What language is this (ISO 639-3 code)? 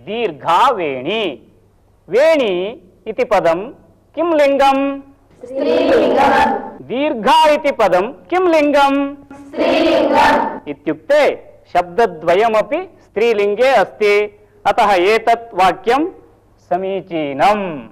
san